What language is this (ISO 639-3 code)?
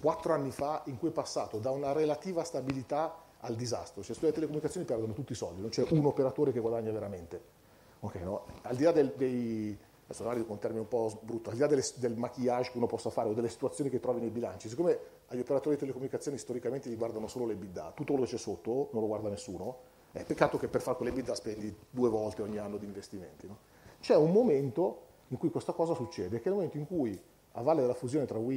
ita